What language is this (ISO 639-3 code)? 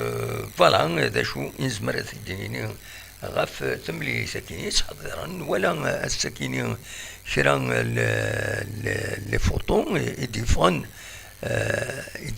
kab